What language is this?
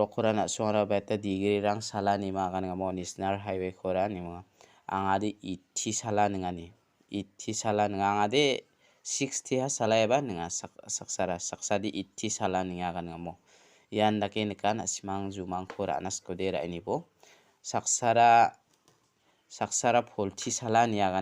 Garo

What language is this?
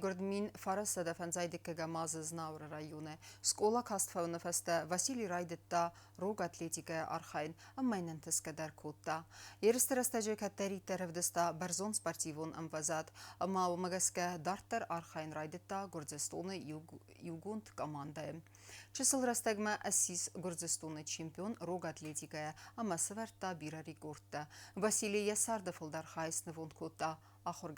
Ossetic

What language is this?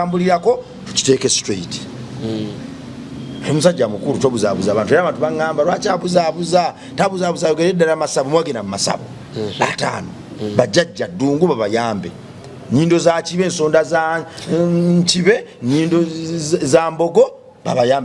Ganda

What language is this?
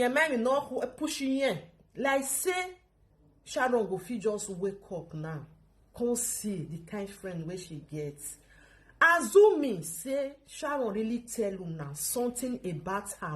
Nigerian Pidgin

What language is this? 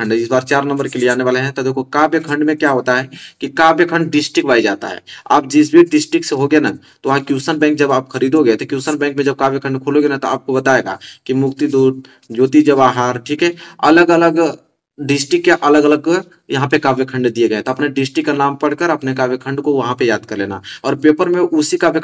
Hindi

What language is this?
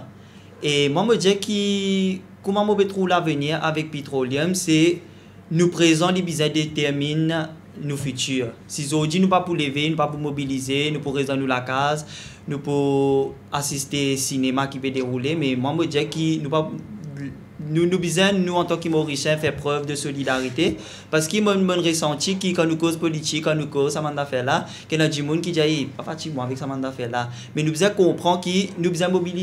Morisyen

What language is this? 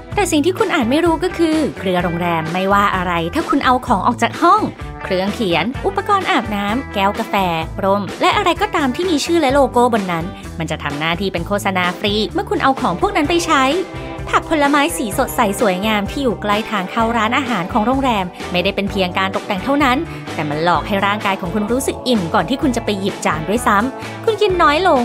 Thai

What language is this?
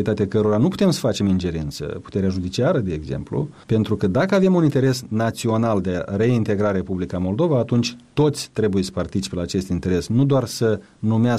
Romanian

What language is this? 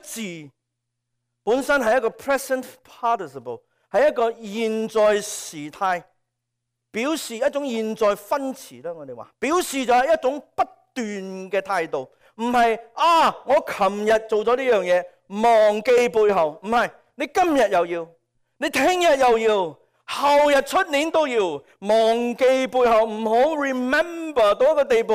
Cantonese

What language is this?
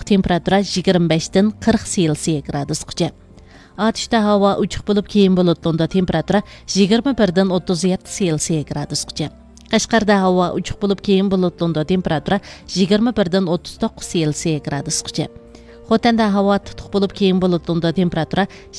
Uyghur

